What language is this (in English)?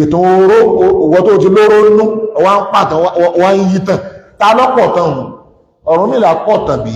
Yoruba